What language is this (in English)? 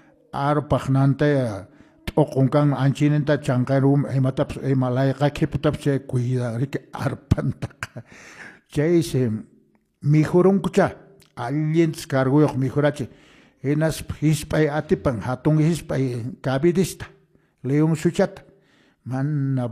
Quechua